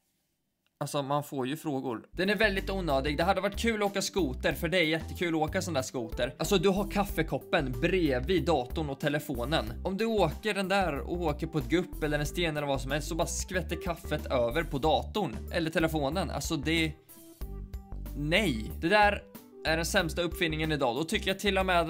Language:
Swedish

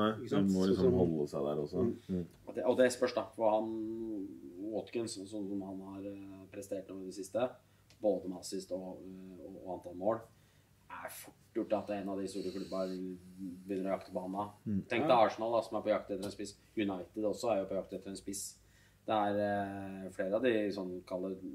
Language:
Norwegian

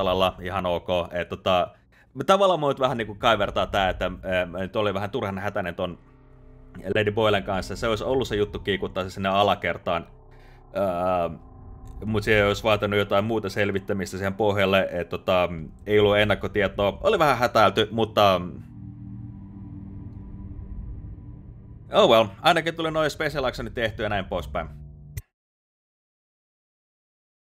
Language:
Finnish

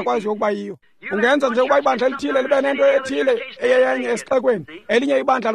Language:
Xhosa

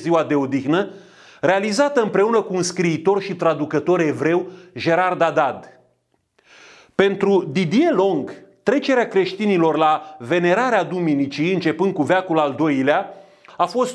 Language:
Romanian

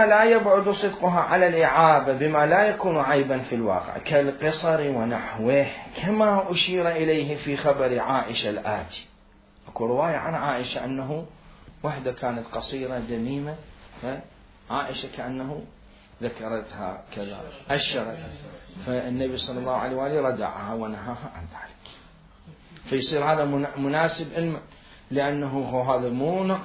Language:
Mesopotamian Arabic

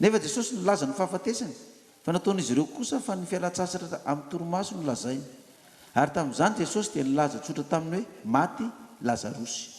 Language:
Malagasy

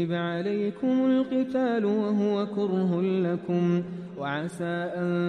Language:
Arabic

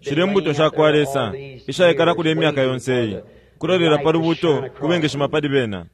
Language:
Bemba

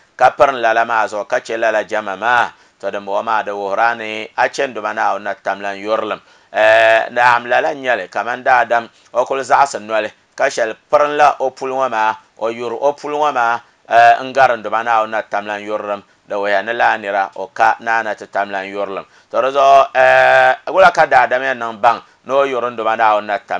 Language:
Dagbani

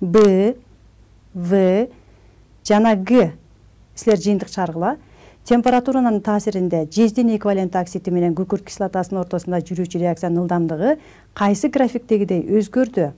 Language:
Kyrgyz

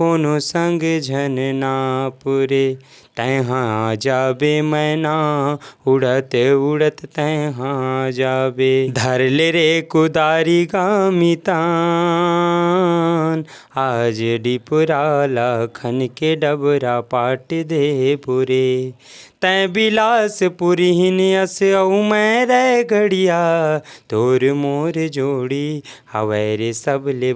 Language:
Chhattisgarhi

